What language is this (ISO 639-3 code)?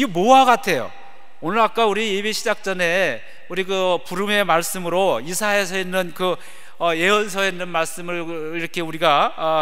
kor